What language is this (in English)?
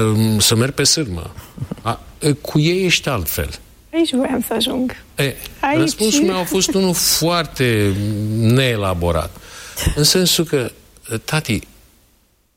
Romanian